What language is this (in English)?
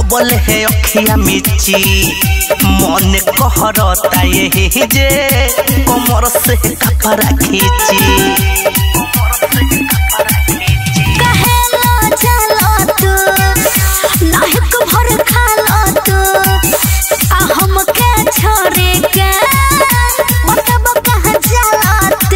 Bhojpuri